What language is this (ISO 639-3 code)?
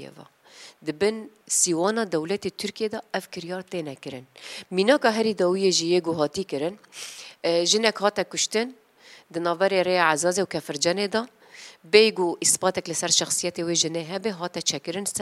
kur